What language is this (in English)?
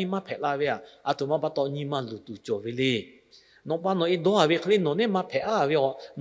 Lahu